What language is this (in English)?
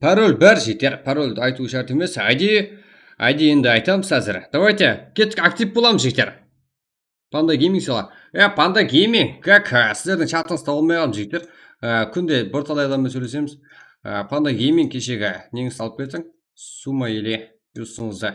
Kara-Kalpak